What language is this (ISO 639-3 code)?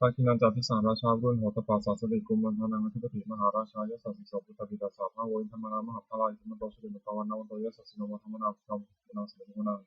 pli